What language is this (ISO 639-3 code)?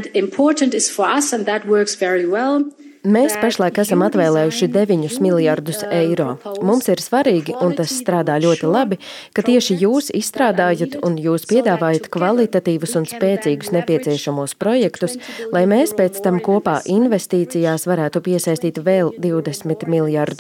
lav